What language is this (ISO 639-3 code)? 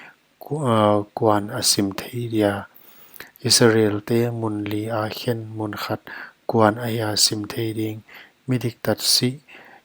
pck